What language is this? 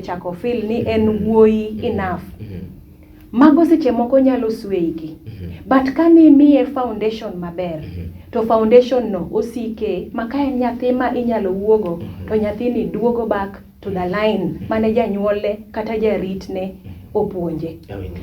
Luo (Kenya and Tanzania)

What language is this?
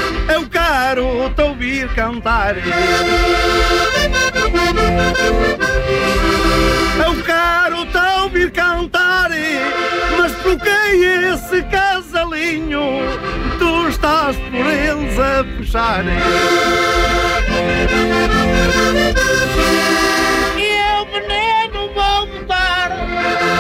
Portuguese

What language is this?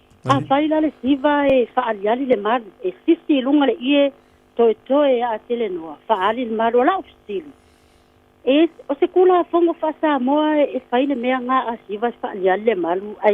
Samoan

